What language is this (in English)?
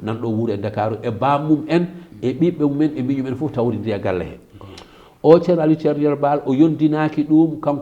Fula